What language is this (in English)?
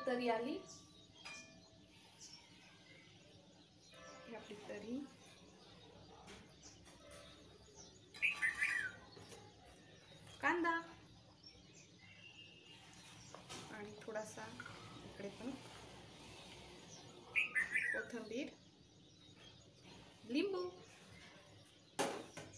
Marathi